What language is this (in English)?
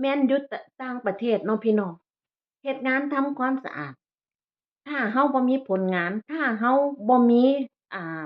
Northeastern Thai